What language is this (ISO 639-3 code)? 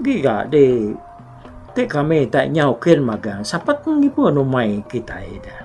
iba